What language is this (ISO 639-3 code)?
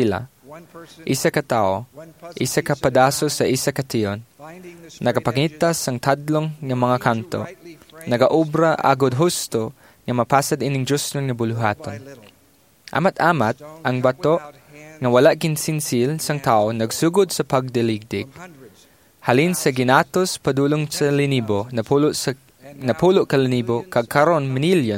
hil